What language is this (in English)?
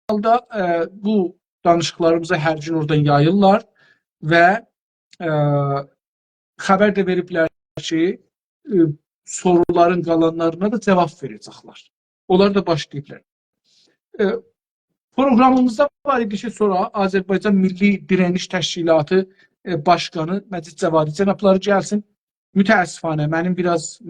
South Azerbaijani